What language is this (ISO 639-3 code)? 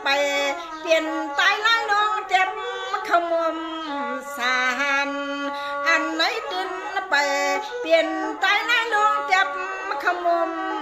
shn